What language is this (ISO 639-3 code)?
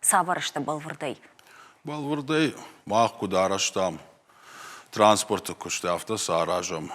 oss